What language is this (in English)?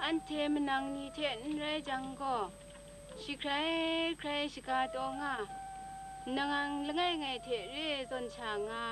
Kachin